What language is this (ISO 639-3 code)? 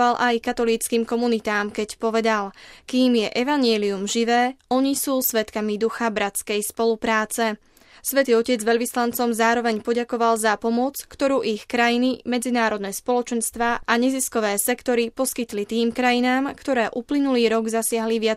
slk